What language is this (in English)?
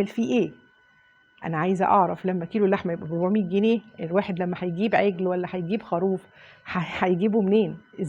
Egyptian Arabic